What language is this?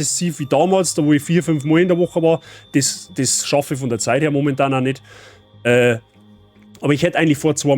Bavarian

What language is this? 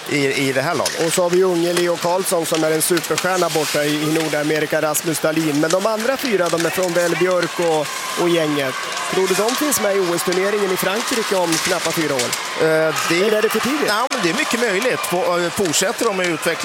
Swedish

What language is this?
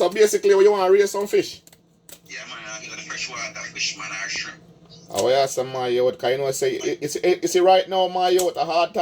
Jamaican Creole English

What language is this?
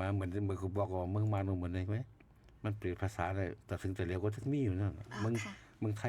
Shan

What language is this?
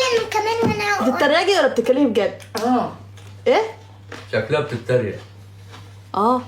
Egyptian Arabic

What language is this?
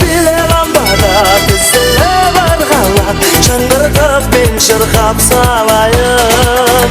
Kara-Kalpak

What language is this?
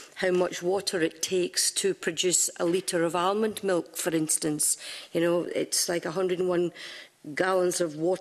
English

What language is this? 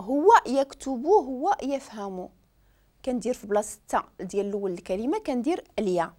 Moroccan Arabic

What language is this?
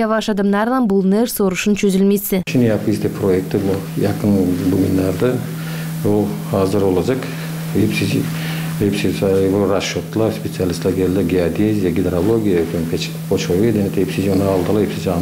Gagauz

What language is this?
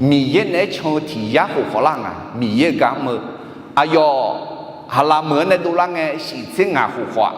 Akha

